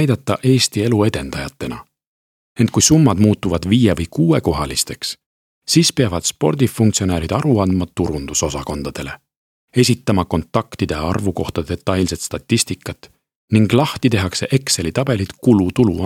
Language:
Estonian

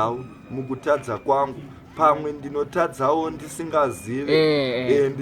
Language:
Shona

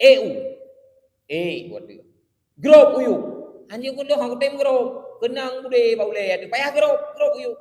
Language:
Achinese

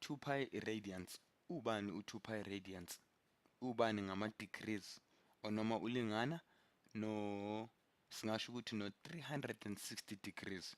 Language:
Zulu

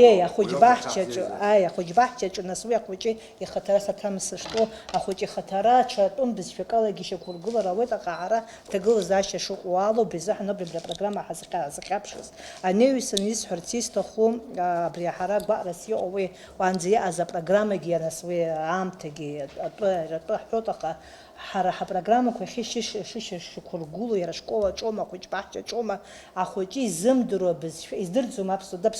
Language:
Abkhazian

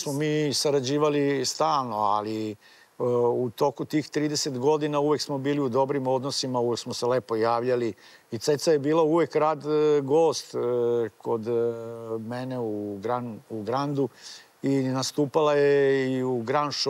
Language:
Serbian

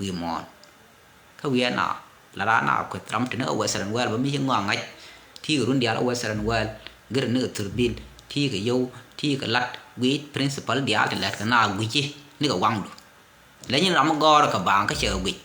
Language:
Nuer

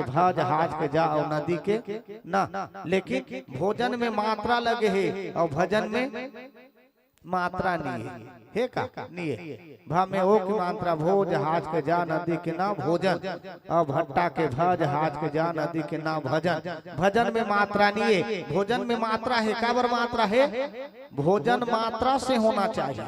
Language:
Chhattisgarhi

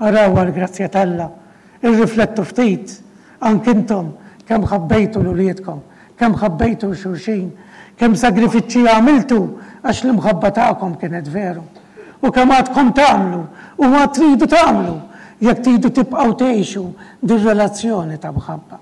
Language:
Maltese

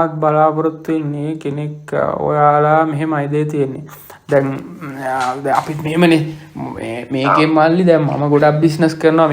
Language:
Sinhala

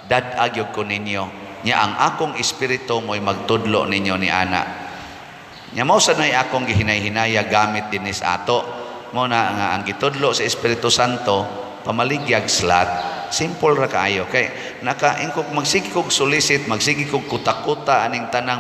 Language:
Cebuano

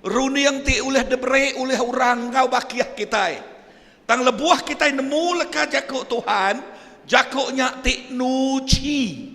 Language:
Iban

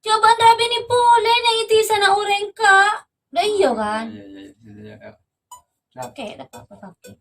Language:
Madurese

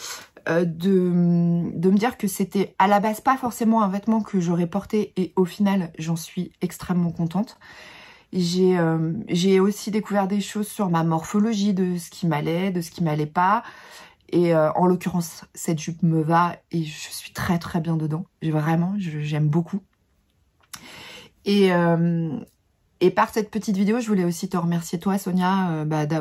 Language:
French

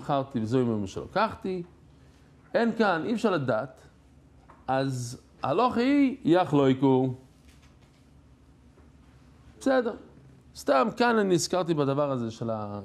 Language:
Hebrew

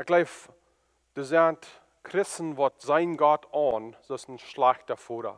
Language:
Plautdietsch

